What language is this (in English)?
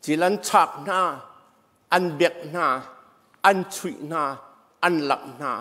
Hakha Chin